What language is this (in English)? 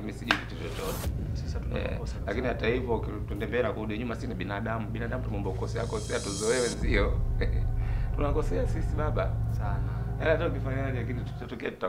Swahili